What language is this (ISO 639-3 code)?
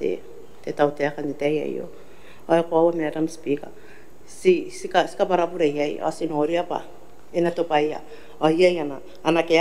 gil